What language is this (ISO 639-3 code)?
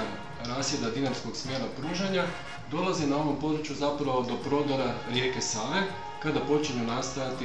hrv